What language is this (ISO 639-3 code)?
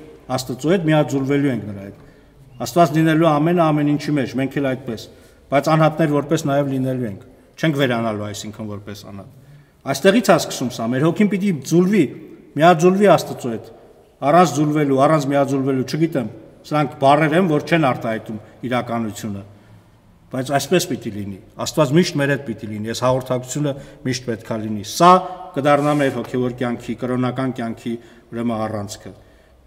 hye